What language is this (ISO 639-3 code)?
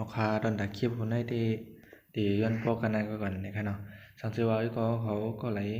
shn